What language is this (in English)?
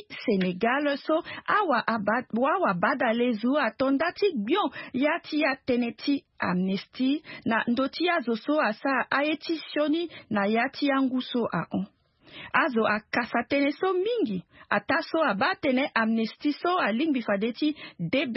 Sango